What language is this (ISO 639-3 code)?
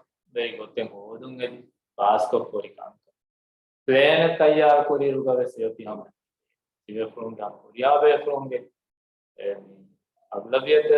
div